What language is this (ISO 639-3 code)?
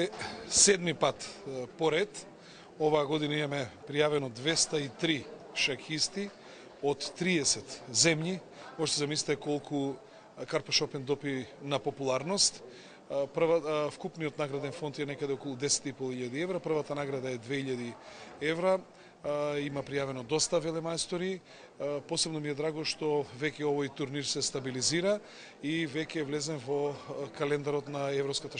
mkd